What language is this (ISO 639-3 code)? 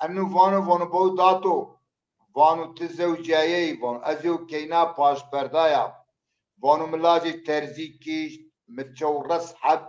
zza